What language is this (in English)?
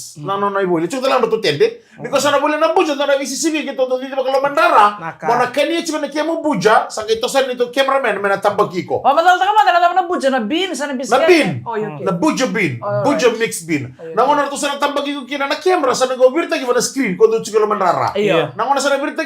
Fijian